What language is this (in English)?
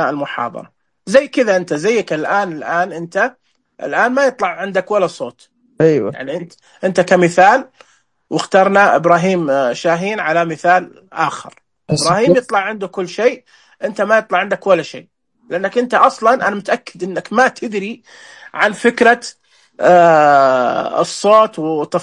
Najdi Arabic